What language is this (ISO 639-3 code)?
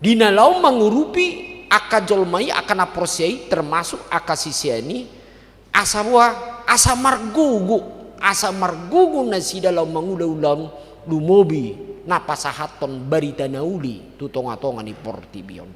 bbc